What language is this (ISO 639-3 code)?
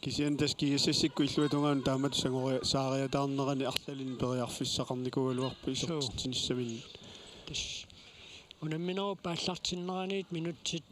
kal